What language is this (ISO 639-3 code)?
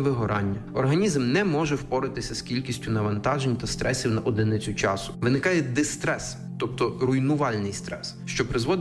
ukr